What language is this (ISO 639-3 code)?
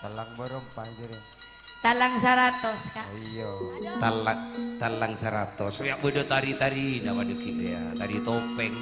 mad